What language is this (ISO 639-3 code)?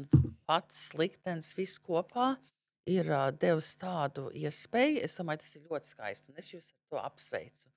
lav